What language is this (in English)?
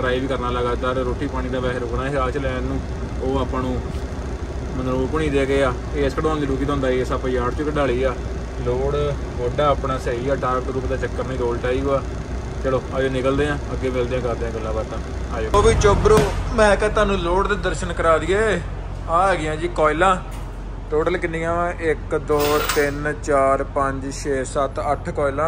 Punjabi